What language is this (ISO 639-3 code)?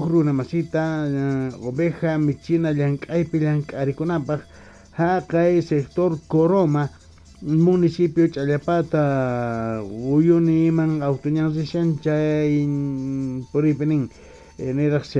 quh